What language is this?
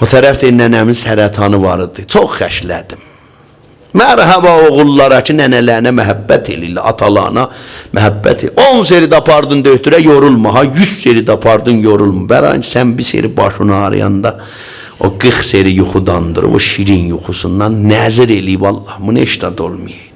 South Azerbaijani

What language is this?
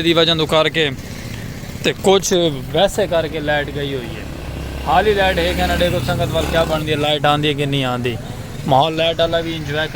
Saraiki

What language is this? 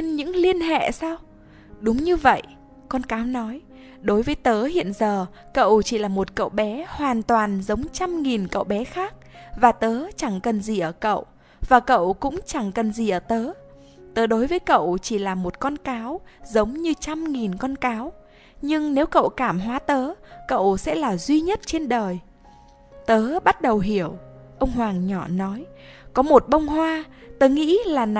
Vietnamese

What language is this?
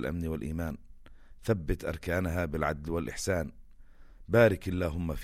North Levantine Arabic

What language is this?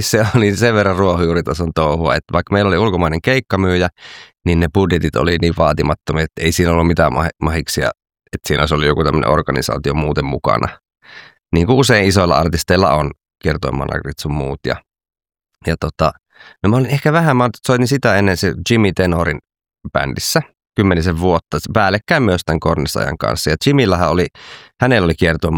Finnish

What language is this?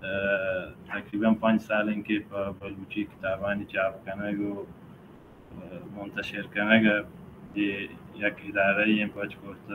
Baluchi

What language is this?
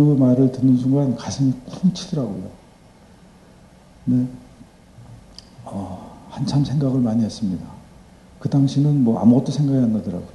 Korean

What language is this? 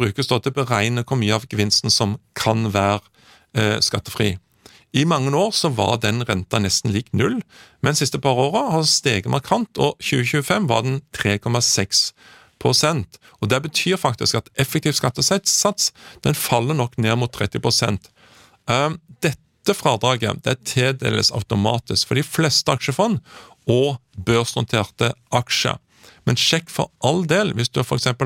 Norwegian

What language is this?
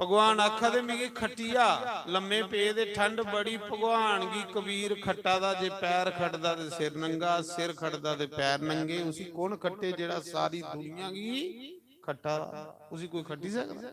Dogri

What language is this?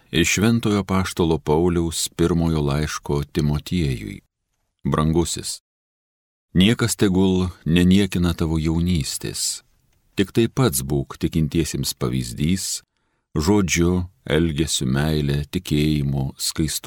Lithuanian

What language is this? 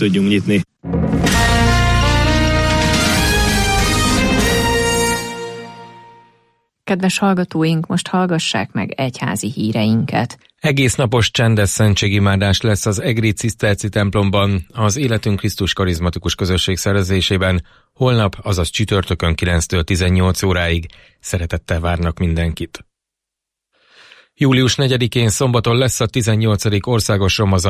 Hungarian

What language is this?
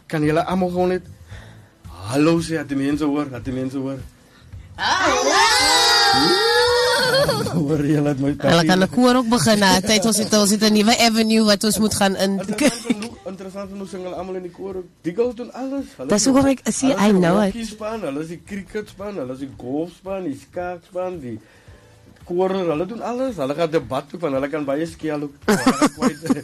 Afrikaans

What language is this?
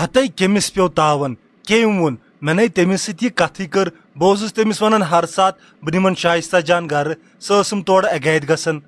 Kashmiri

